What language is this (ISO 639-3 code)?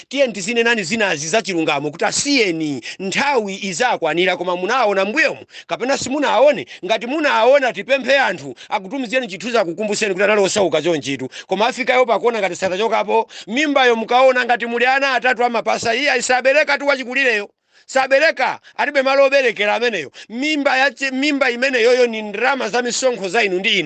nya